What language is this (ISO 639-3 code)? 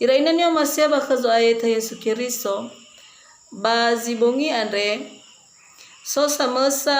nia